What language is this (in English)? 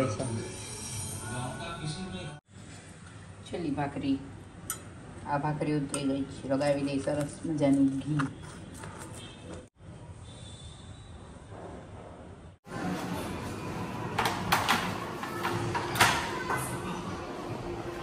Gujarati